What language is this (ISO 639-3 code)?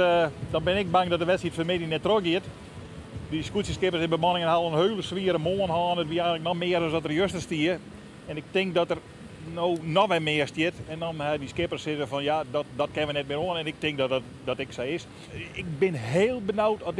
fry